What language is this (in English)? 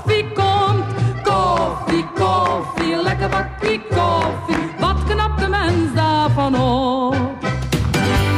Dutch